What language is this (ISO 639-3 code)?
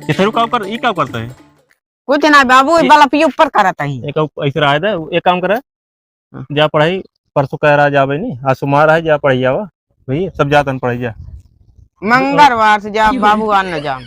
awa